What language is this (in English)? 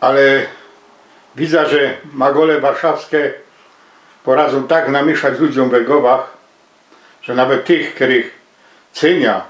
Silesian